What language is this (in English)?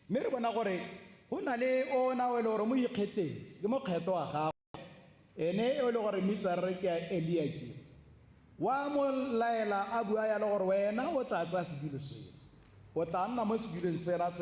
Tswana